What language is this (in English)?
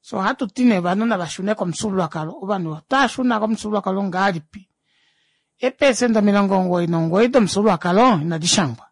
Kuanyama